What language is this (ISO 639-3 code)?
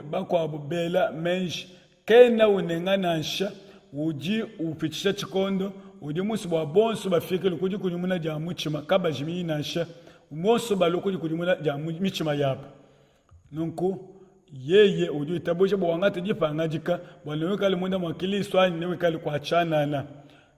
lua